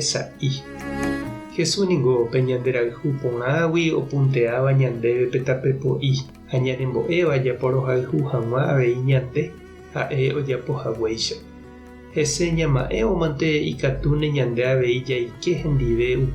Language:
Guarani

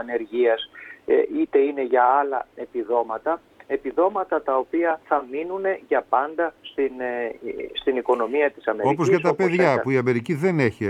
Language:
Greek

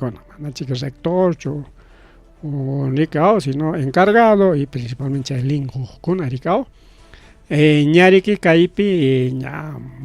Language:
Ayacucho Quechua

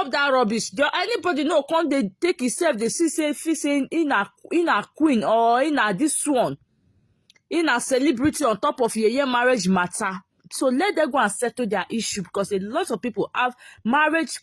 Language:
Nigerian Pidgin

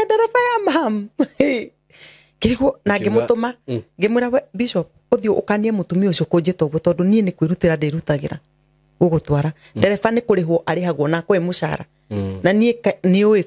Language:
Kikuyu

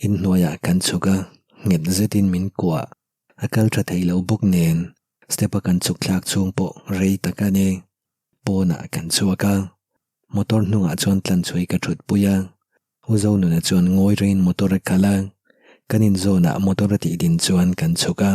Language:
Mizo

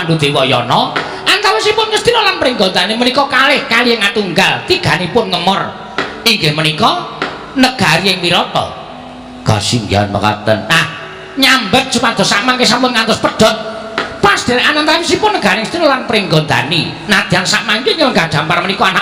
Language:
Javanese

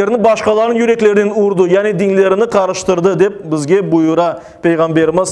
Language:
Crimean Tatar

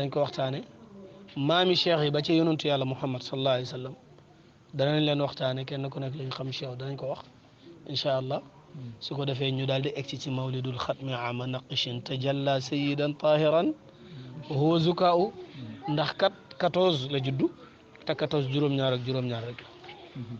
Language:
Wolof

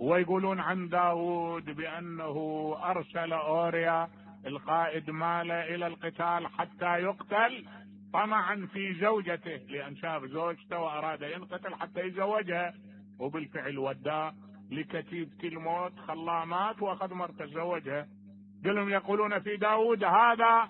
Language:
Mesopotamian Arabic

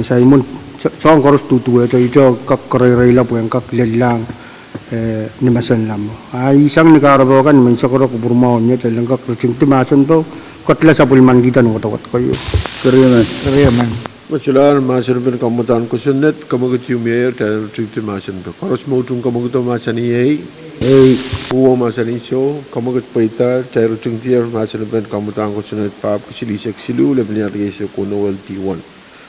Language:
Pohnpeian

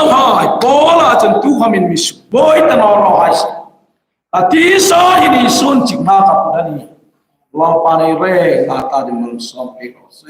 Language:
Hmar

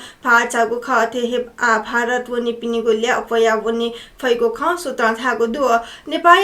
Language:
Newari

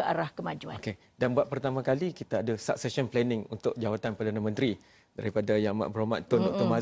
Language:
Malay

